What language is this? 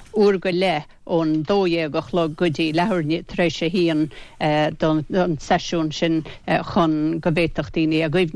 Irish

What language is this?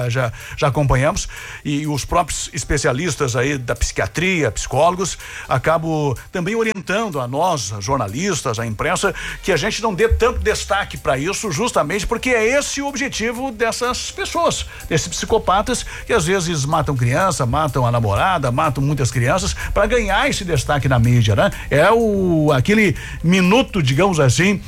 Portuguese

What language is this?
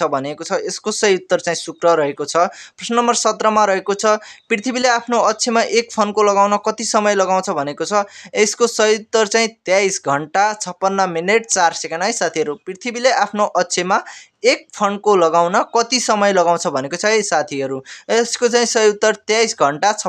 Nepali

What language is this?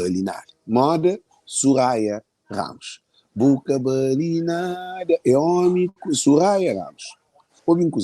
Kabuverdianu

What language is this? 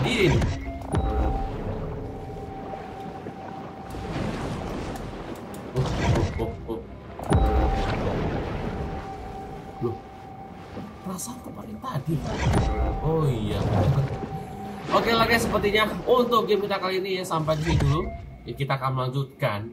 Indonesian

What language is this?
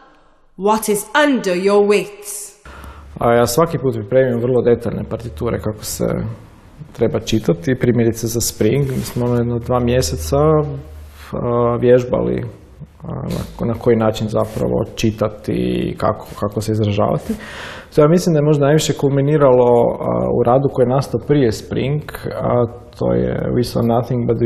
Croatian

